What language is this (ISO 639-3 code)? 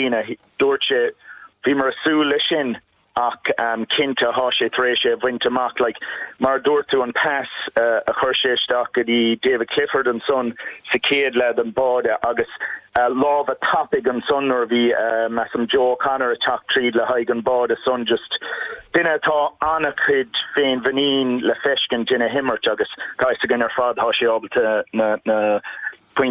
gle